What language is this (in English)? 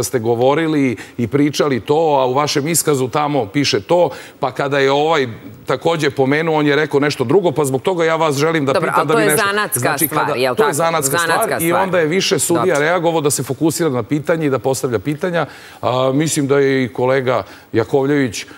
Serbian